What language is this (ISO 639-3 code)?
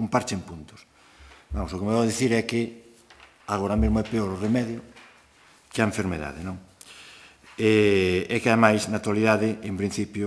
glg